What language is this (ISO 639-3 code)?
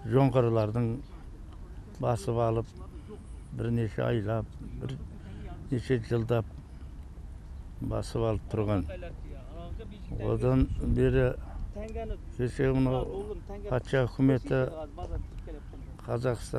kaz